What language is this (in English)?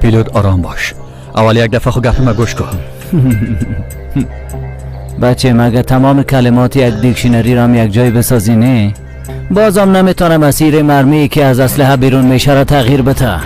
Tajik